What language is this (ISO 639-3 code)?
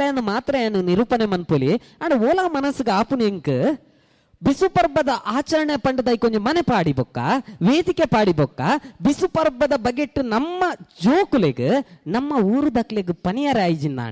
tcy